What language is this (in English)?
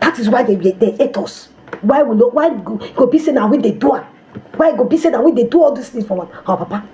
Nigerian Pidgin